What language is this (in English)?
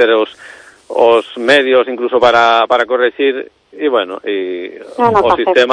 Galician